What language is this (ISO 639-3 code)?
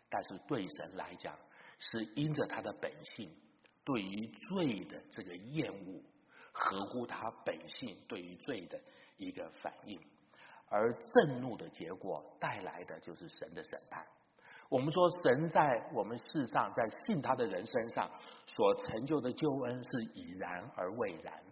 zho